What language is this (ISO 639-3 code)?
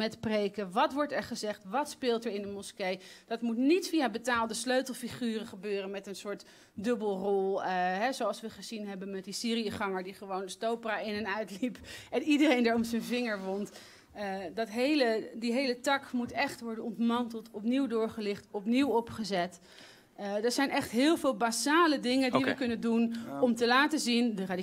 nld